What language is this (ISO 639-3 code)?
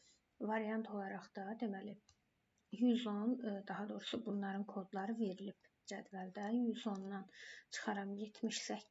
aze